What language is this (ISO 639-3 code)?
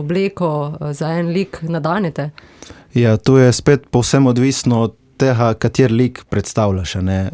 slv